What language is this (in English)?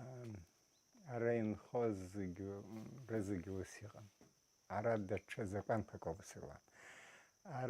Abkhazian